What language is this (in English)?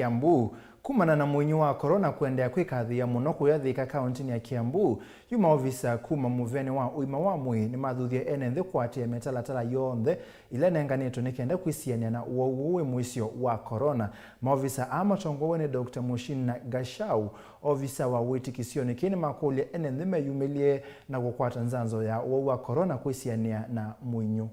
Kamba